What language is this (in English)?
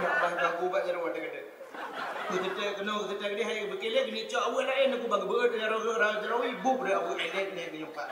Achinese